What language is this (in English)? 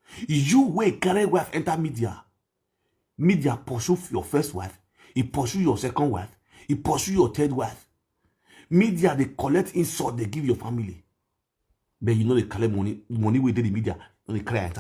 Nigerian Pidgin